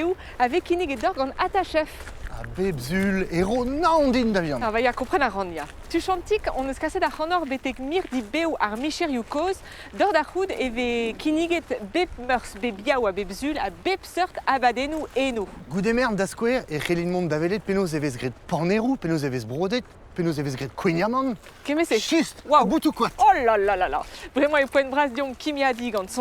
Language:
Breton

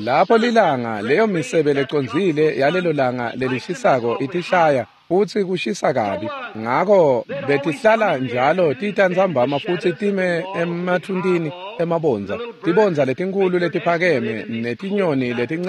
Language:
Swati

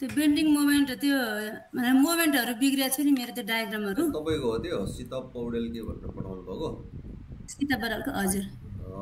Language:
Nepali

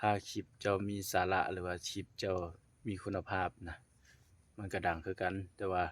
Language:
Lao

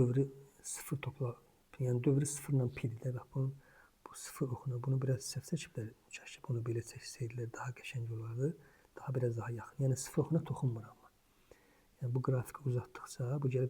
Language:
Azerbaijani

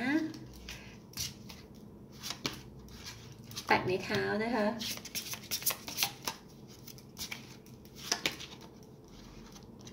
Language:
Thai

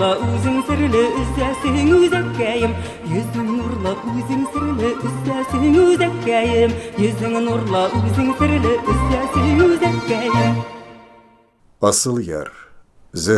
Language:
Tatar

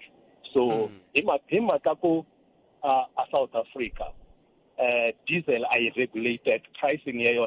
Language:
Tsonga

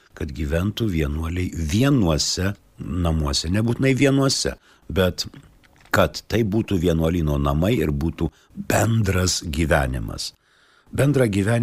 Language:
Lithuanian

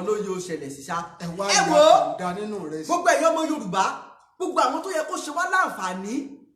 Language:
Yoruba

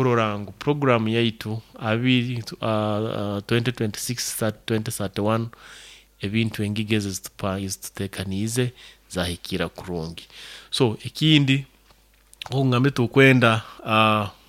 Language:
Nyoro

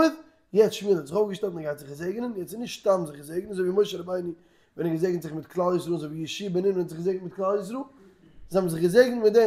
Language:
Yiddish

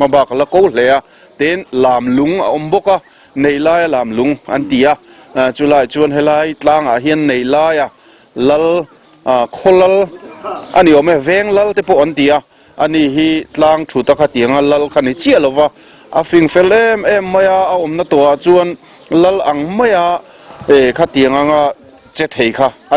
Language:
Mizo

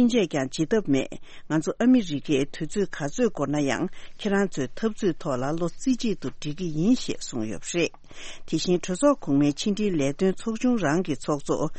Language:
Tibetan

